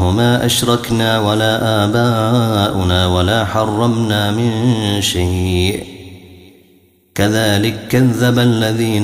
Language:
Arabic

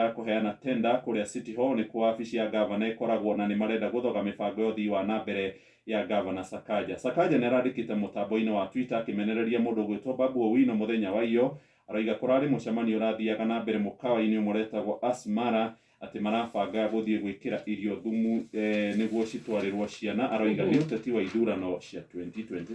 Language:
Kikuyu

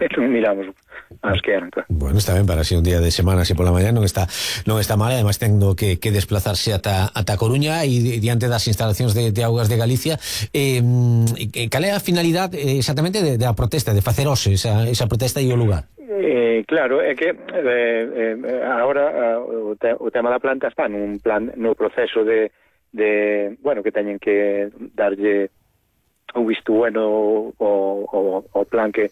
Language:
Galician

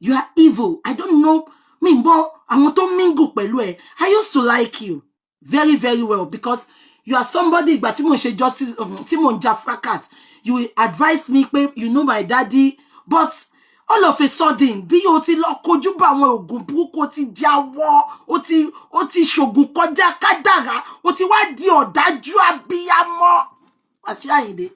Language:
Yoruba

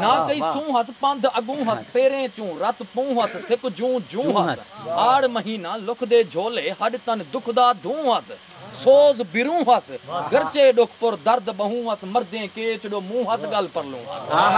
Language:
Saraiki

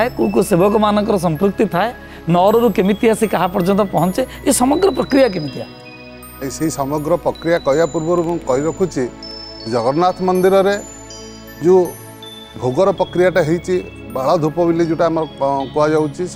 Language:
Odia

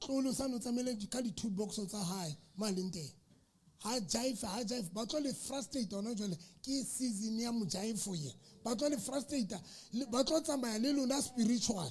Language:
Southern Sotho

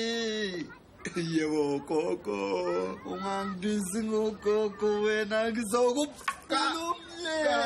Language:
Zulu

